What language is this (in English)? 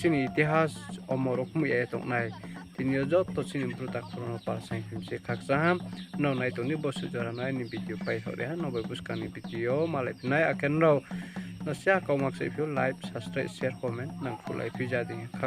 Riang (India)